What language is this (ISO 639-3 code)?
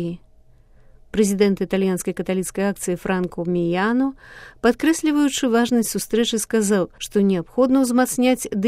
bel